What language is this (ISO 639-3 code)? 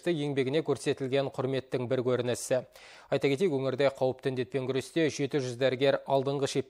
kaz